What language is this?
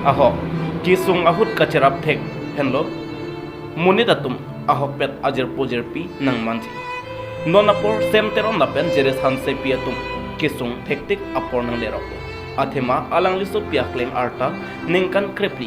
Karbi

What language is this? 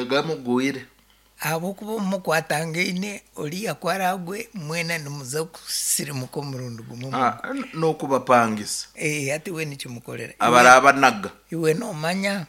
Nyankole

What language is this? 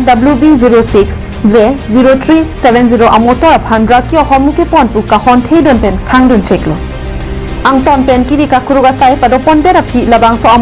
Karbi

